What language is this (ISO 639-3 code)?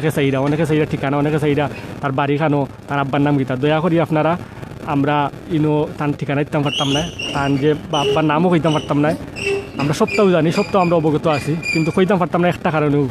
syl